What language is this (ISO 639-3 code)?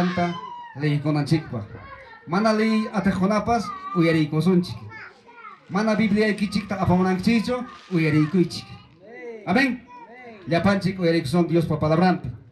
quy